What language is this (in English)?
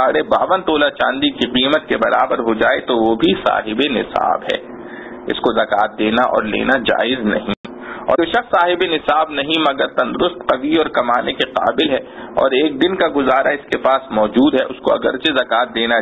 Urdu